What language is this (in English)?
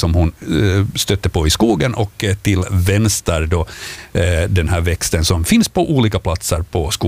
Swedish